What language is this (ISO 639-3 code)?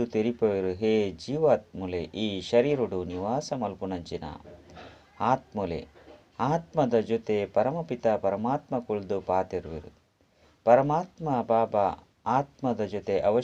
tcy